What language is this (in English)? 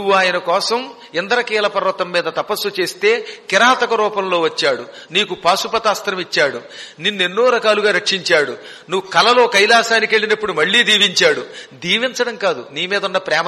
Telugu